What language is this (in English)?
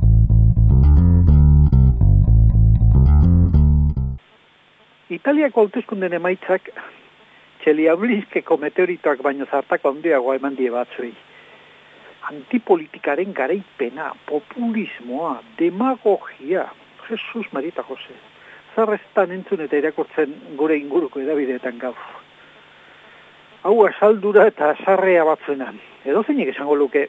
Basque